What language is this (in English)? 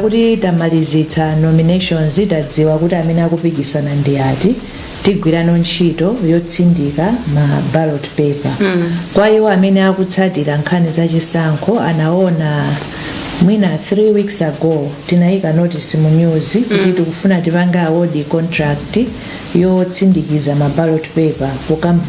Nyanja